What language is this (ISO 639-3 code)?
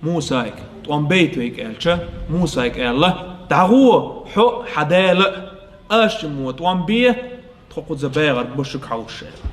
che